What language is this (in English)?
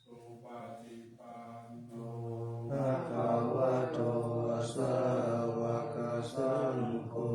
Pali